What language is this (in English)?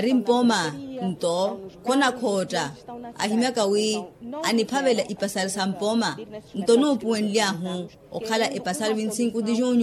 Makhuwa